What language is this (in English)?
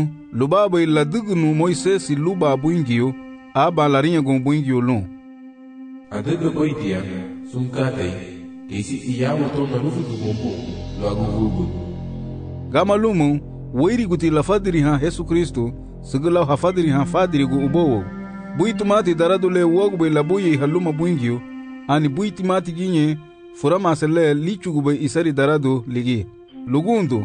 Garifuna